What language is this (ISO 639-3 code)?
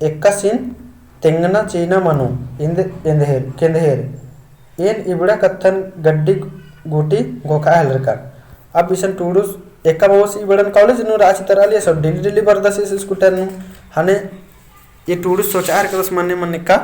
kru